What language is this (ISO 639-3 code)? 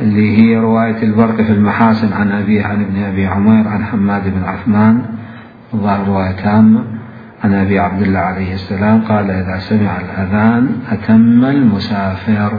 acm